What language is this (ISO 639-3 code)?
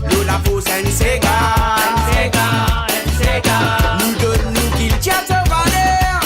mfe